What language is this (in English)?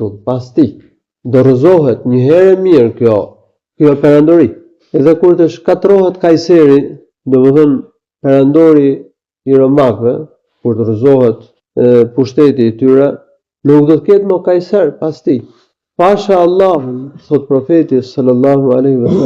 Albanian